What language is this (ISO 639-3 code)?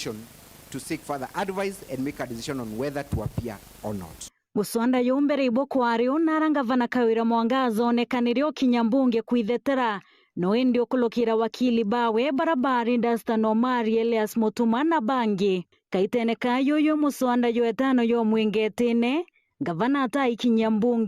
mer